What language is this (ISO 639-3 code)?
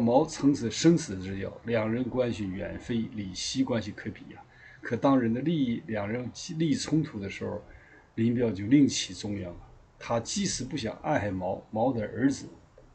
zho